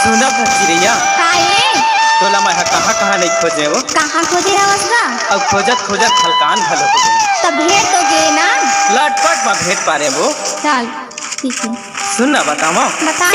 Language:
Chhattisgarhi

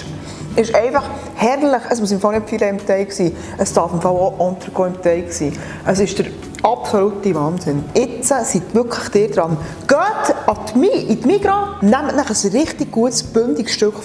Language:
Swiss German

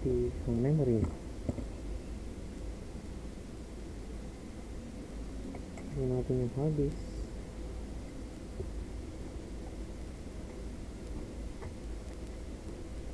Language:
Filipino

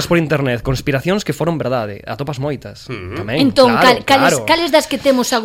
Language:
Galician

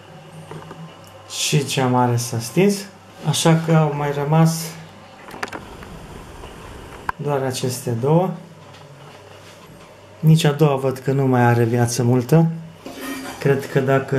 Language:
Romanian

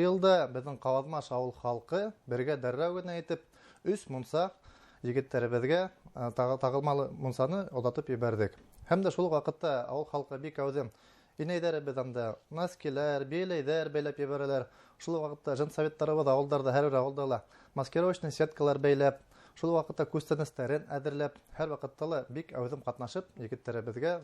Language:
Bashkir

